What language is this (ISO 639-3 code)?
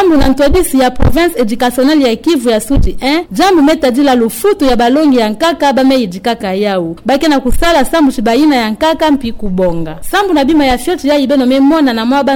ktu